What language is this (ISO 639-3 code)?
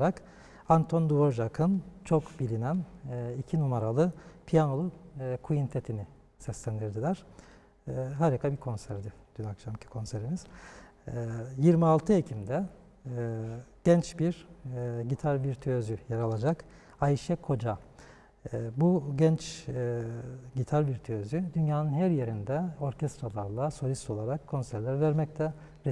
tur